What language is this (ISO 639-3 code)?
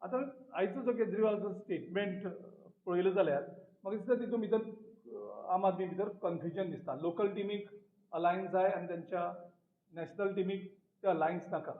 kok